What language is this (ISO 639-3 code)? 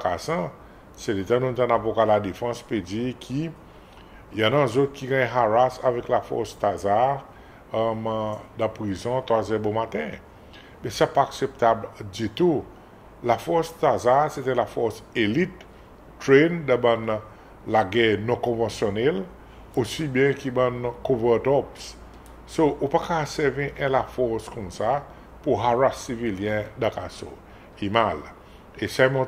crs